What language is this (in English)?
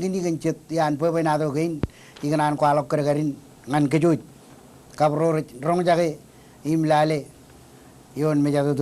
Marshallese